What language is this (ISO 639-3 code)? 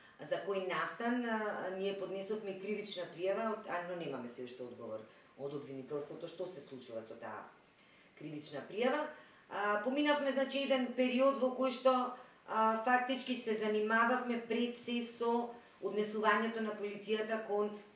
mkd